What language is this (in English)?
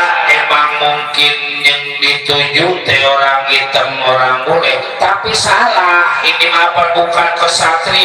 Betawi